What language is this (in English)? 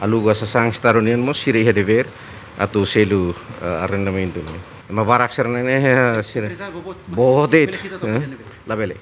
Tetum